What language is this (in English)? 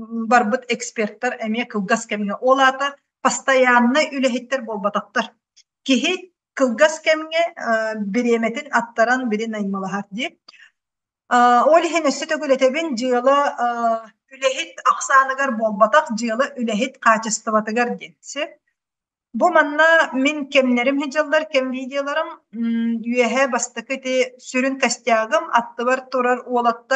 Yakut